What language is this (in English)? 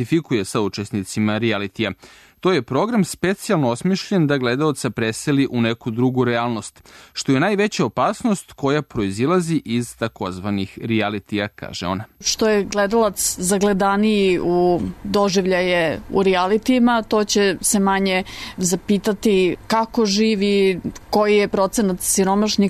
Serbian